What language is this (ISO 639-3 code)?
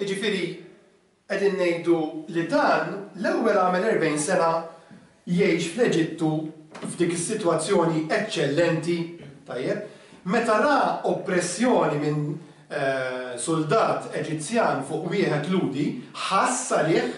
mlt